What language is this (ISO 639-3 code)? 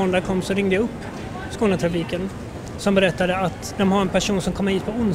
swe